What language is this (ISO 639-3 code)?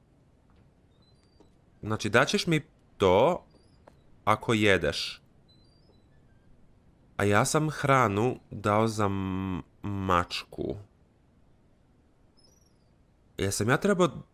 hrv